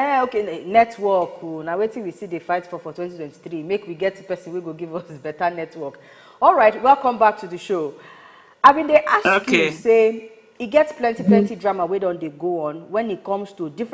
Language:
Nigerian Pidgin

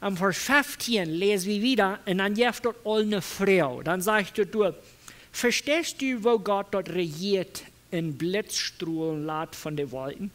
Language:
Plautdietsch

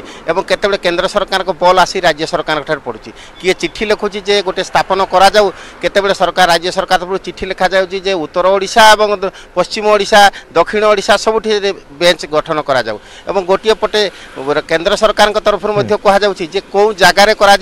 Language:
Odia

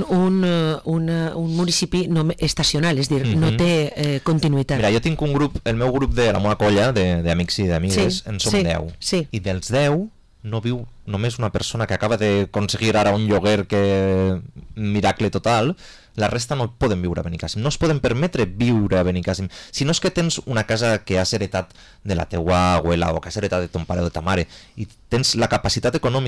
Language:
Catalan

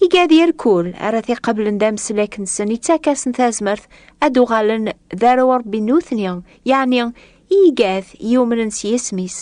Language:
Kabyle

